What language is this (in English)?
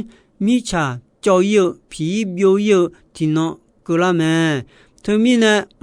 Akha